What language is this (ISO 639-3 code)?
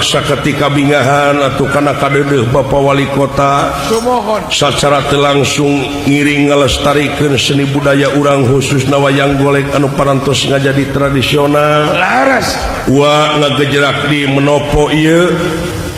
sun